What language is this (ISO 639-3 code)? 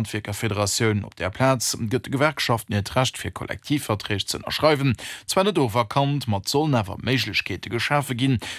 ltz